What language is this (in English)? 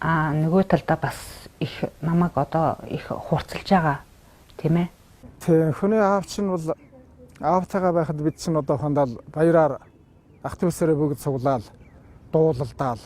Mongolian